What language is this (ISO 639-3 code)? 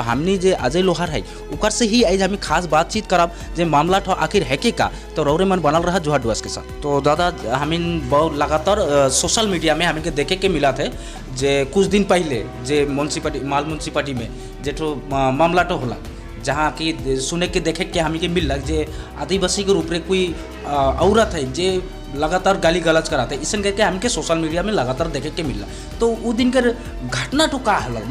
sck